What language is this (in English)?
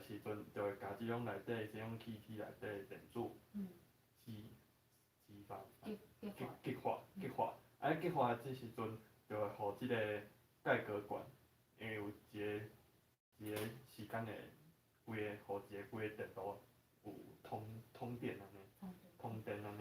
Min Nan Chinese